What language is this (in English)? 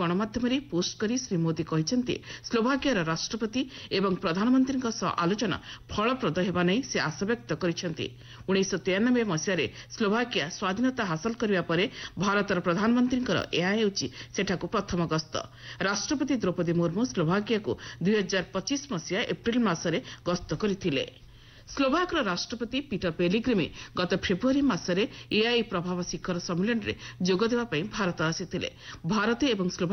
Odia